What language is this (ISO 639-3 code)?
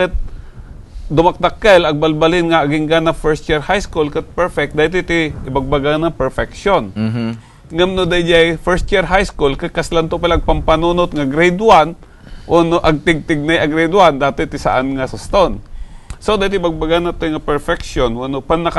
ilo